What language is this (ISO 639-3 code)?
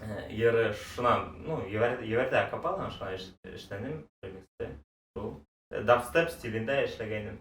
bak